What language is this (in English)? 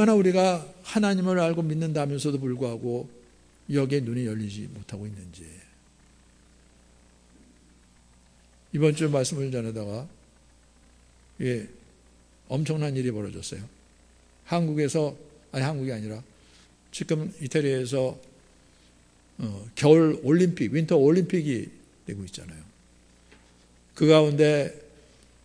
Korean